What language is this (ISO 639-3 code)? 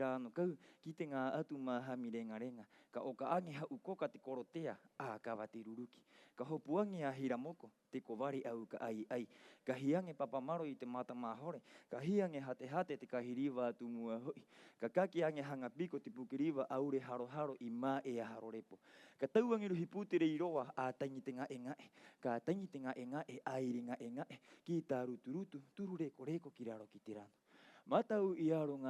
rap